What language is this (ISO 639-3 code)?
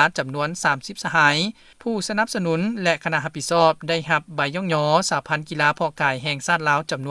lao